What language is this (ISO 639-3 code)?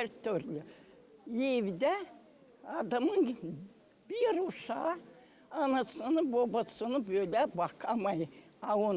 gag